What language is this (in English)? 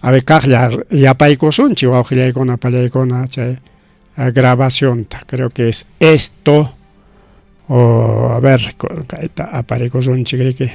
Ayacucho Quechua